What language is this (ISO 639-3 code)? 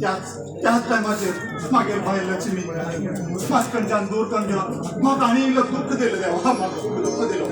kok